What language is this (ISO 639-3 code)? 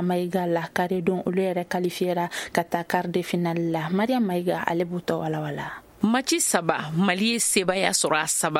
bam